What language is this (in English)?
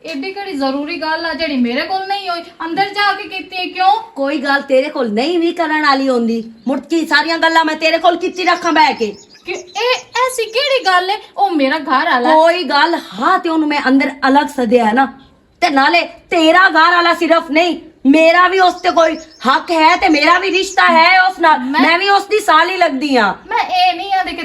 Western Panjabi